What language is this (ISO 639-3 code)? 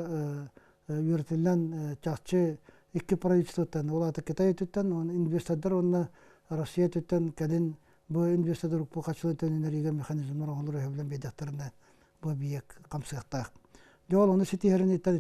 sah